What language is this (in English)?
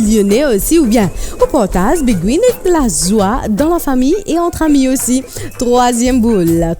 Morisyen